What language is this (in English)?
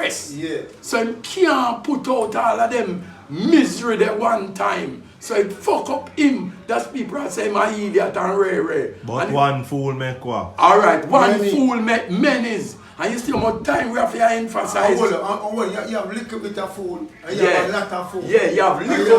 Jamaican Creole English